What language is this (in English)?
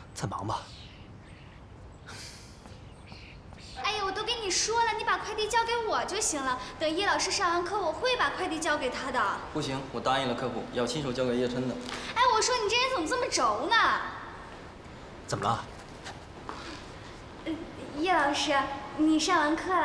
Chinese